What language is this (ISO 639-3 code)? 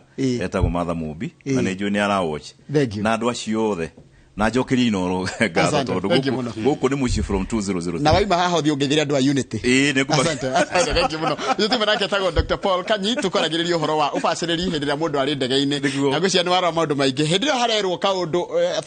kik